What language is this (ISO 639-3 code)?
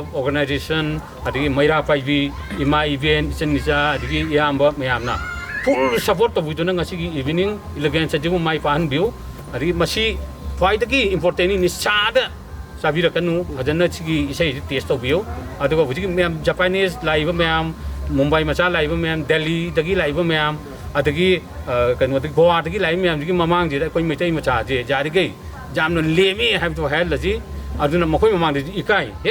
mni